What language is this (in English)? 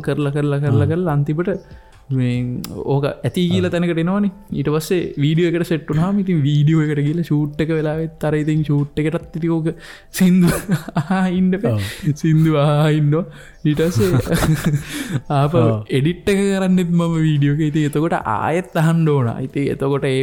Sinhala